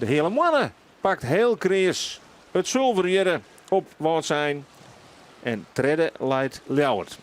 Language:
Western Frisian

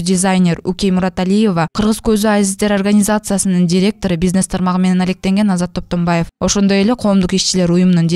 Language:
Kyrgyz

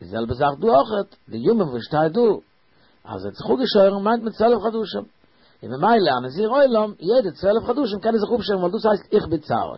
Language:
Yiddish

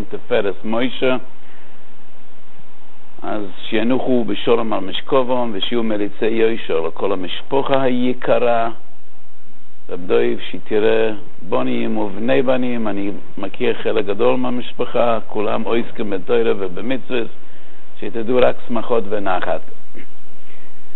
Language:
Hebrew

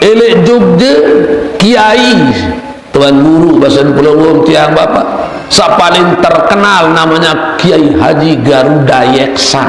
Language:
Sasak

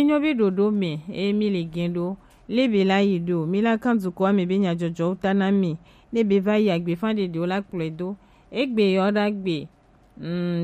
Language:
Gen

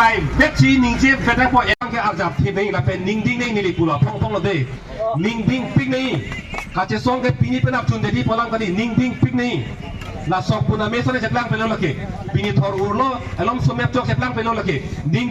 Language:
Karbi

